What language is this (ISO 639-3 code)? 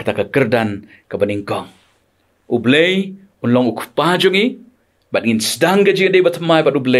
kha